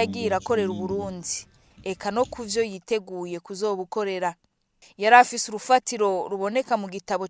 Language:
Rundi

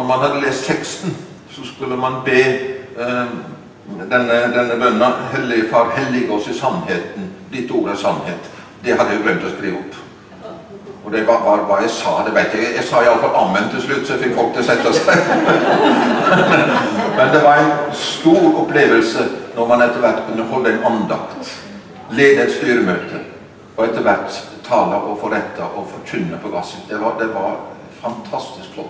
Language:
Norwegian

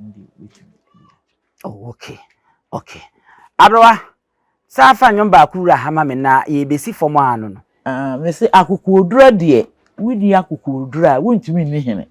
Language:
Akan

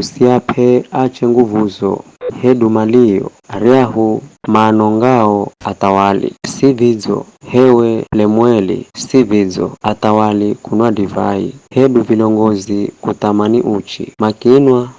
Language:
Giryama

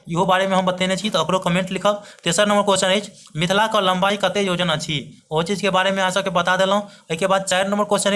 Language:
Maithili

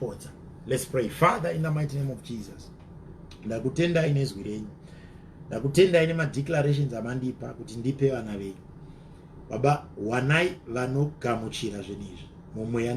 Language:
Shona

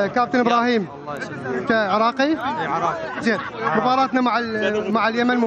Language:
Mesopotamian Arabic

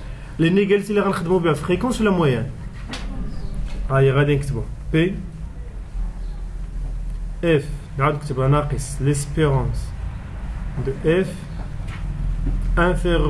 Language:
Moroccan Arabic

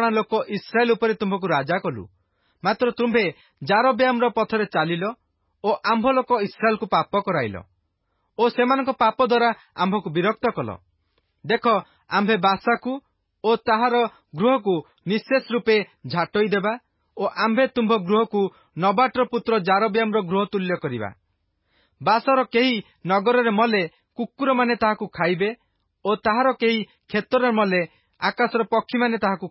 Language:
Odia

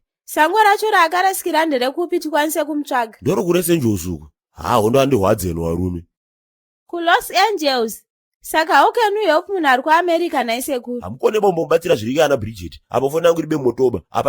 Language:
Shona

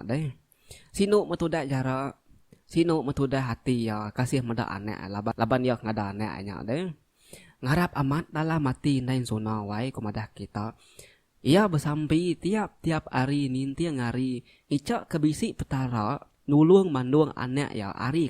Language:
Iban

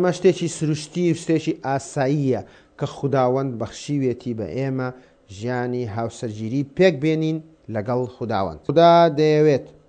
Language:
Central Kurdish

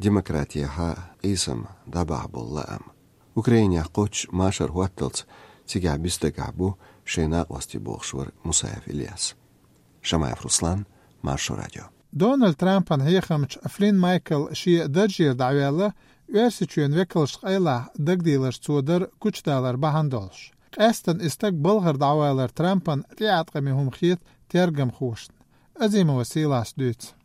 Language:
Chechen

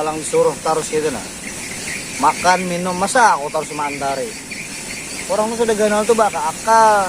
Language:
Banjar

